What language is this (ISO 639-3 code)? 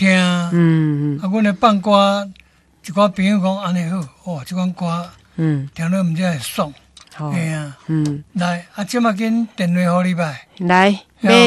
nan